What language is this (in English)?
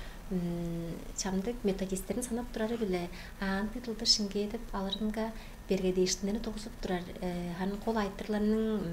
Tuvinian